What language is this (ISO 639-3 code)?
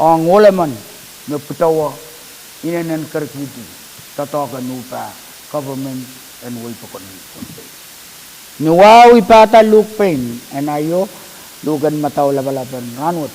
pon